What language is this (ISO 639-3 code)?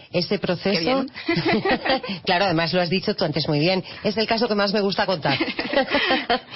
spa